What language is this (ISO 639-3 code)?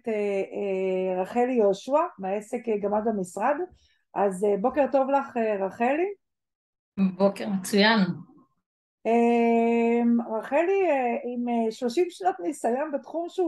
heb